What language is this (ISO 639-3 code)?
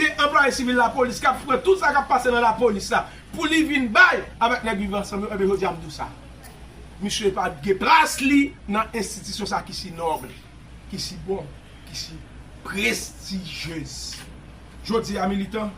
hat